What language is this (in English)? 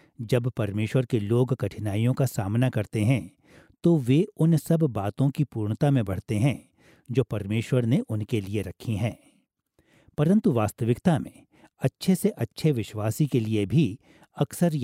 Hindi